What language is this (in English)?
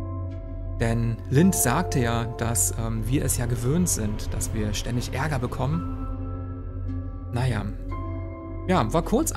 German